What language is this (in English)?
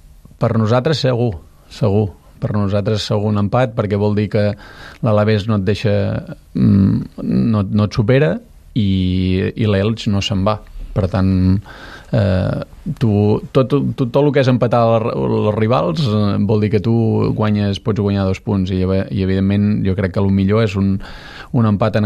Catalan